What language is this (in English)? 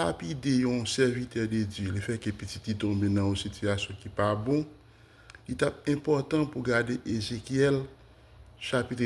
Haitian Creole